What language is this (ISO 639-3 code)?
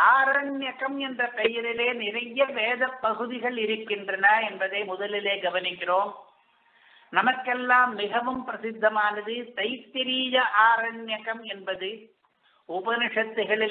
tam